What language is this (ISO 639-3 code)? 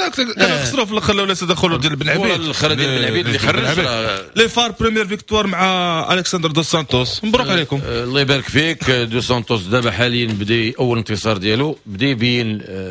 ary